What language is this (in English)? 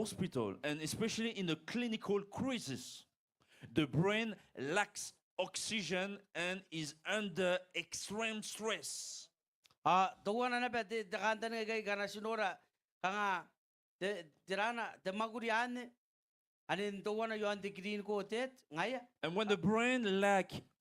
Gilbertese